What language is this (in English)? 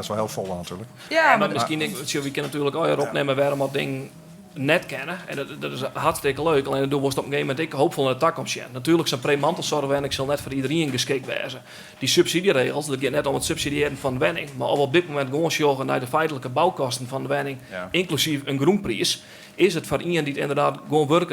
Western Frisian